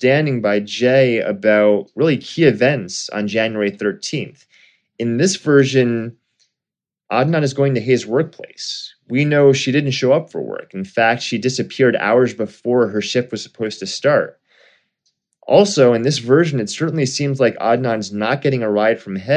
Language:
English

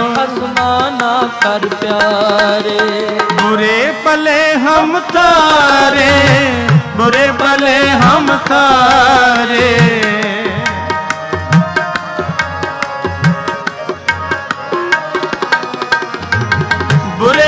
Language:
Punjabi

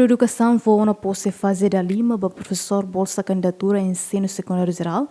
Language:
Tetum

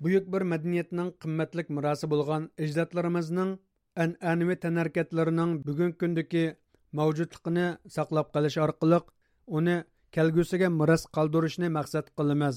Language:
Uyghur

